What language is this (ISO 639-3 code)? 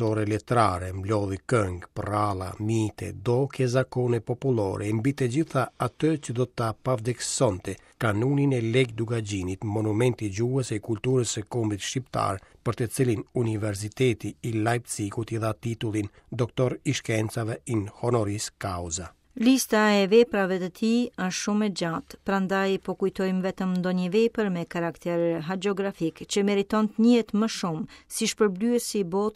sqi